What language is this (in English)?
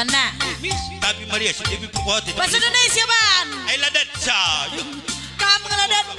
Batak Karo